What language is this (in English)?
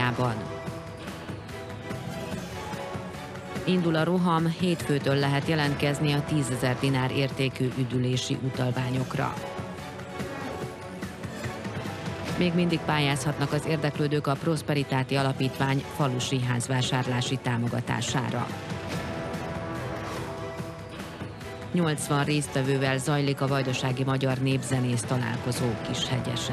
Hungarian